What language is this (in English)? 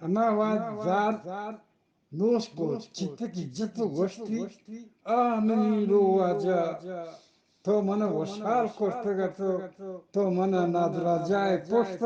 Eastern Balochi